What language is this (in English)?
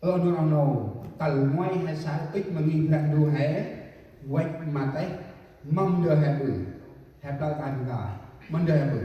Central Mnong